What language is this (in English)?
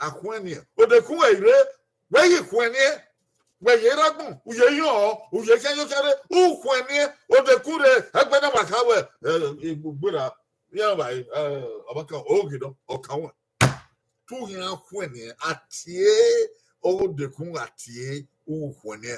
Bini